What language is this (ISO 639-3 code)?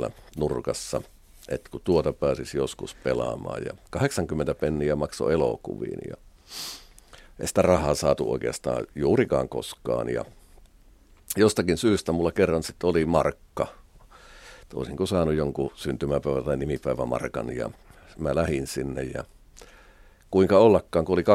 fin